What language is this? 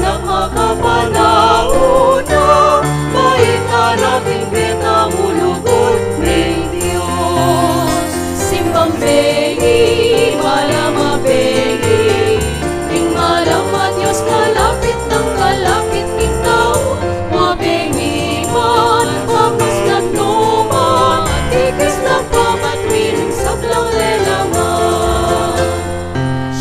Pampanga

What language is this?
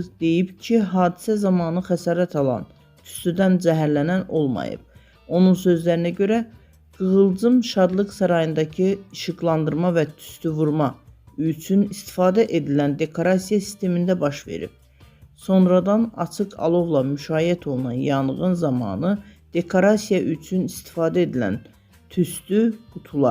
Azerbaijani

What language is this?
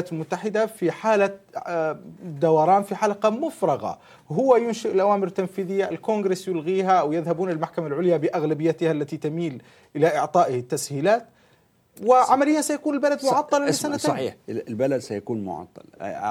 Arabic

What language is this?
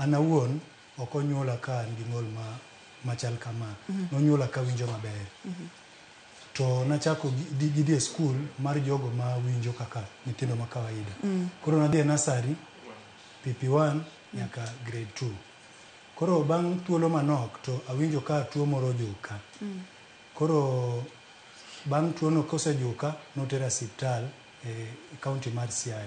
Luo (Kenya and Tanzania)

